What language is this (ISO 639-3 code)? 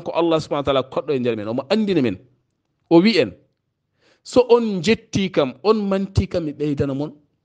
ful